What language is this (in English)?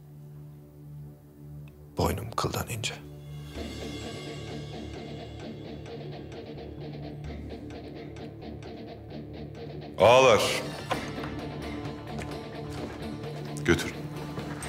Turkish